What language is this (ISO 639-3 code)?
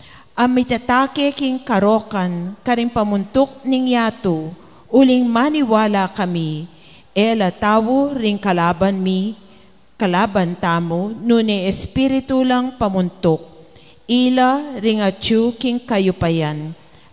pam